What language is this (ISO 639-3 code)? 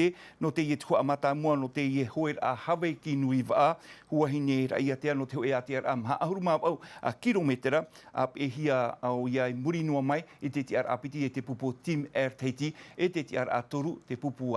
tah